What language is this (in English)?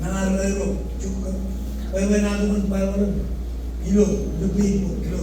Marshallese